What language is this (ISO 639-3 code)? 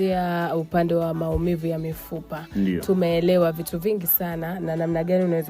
swa